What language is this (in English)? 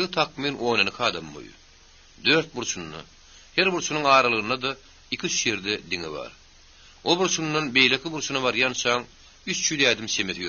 Turkmen